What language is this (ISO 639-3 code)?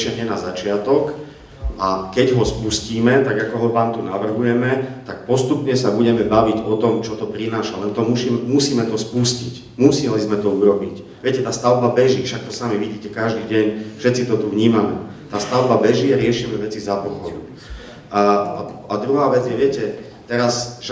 slk